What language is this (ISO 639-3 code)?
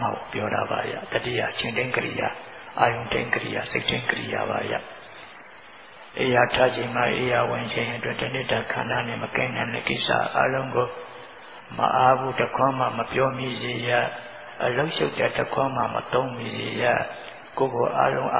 mya